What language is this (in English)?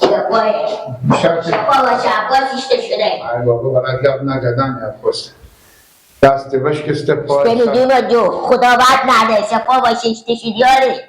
Hazaragi